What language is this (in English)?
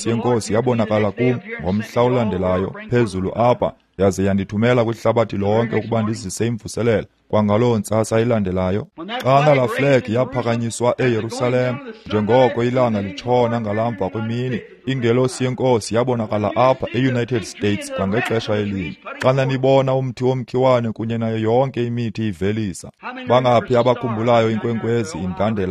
Xhosa